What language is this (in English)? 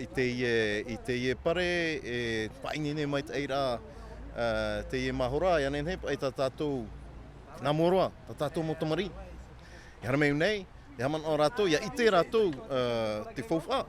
Tahitian